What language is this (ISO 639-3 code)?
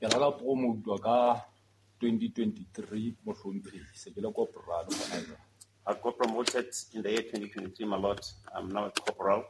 sot